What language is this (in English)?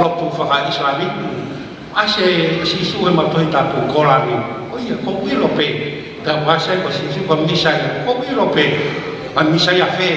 Tongan